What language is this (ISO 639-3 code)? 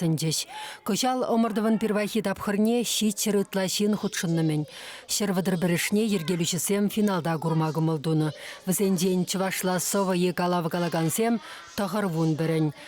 chv